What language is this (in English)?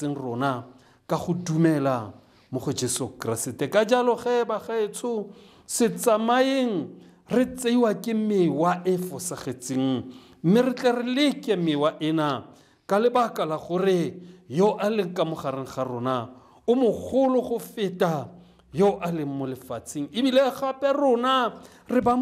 Tswana